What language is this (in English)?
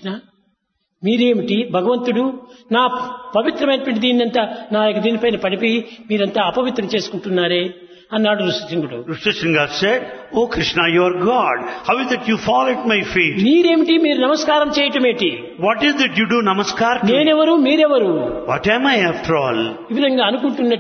Telugu